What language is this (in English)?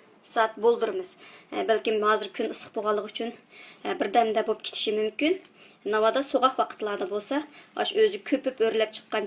Uyghur